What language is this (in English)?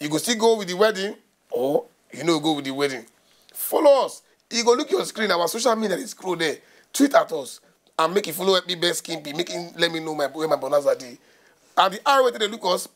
Nigerian Pidgin